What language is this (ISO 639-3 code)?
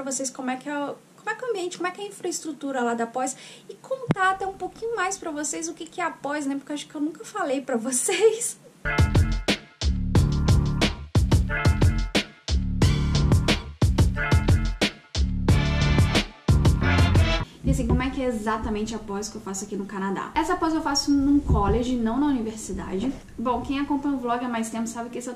por